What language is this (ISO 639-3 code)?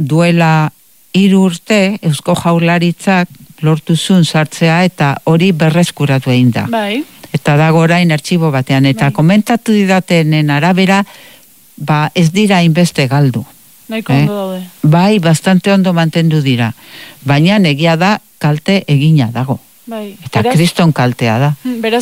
eus